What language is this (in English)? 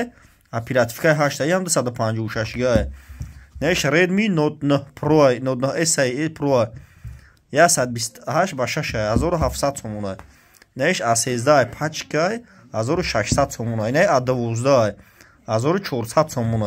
Tajik